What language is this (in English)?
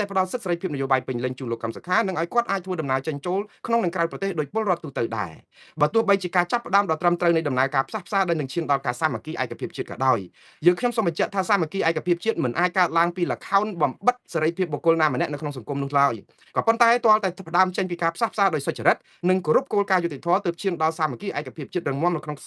Khmer